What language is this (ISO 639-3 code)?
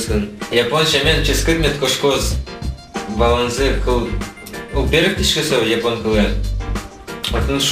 udm